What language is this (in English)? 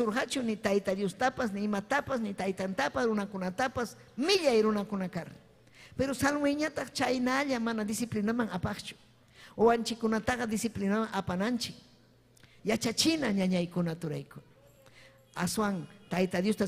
Ayacucho Quechua